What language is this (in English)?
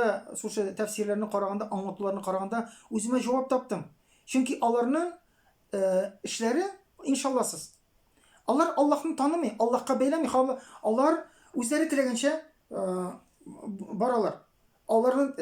Tatar